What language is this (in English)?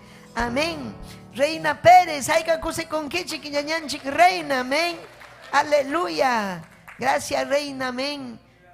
Ayacucho Quechua